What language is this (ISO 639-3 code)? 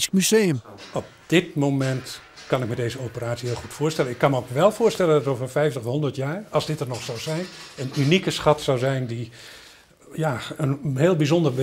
fry